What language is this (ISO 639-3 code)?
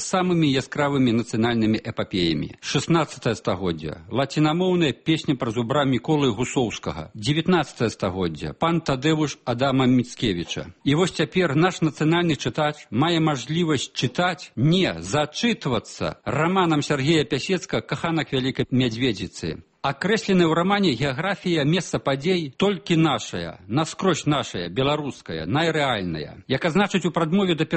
bel